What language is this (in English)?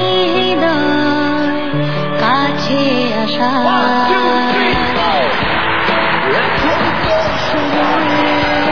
Bangla